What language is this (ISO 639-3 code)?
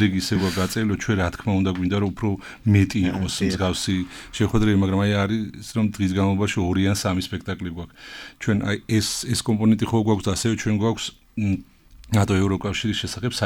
kat